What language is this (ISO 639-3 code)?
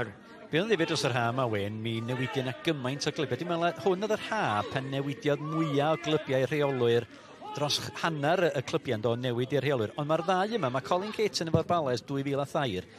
cym